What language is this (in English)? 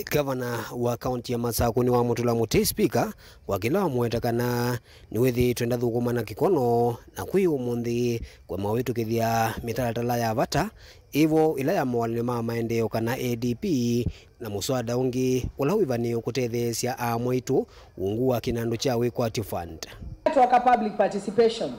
Kamba